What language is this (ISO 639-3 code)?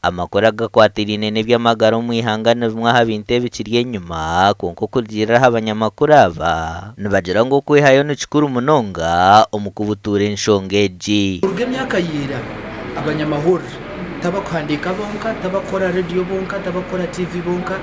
nyn